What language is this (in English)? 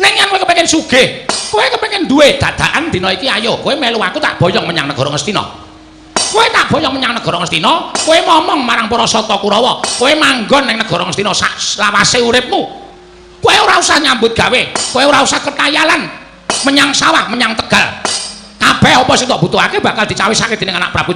Javanese